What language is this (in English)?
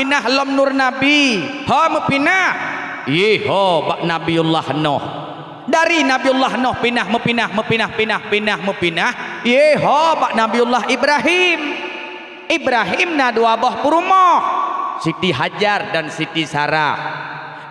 Achinese